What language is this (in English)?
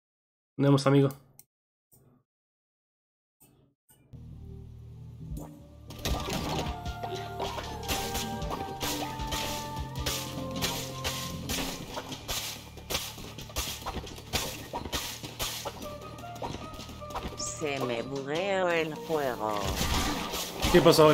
Spanish